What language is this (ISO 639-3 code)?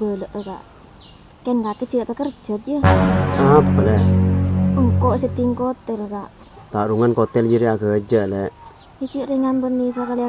mad